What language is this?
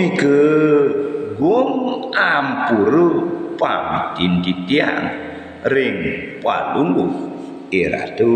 Balinese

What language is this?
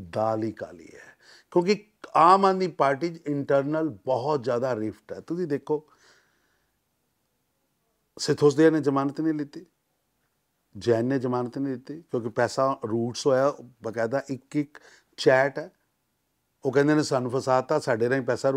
Punjabi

